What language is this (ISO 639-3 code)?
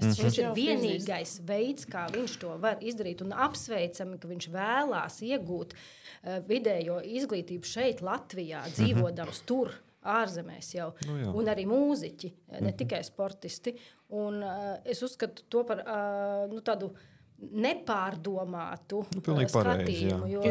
lav